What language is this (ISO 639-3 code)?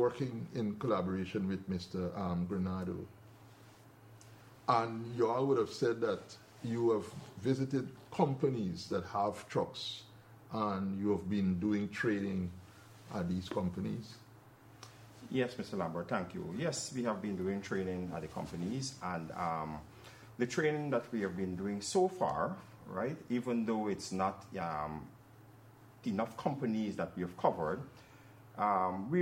eng